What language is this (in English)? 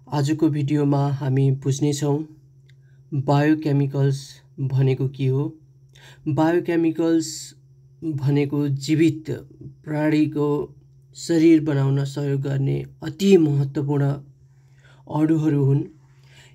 Nepali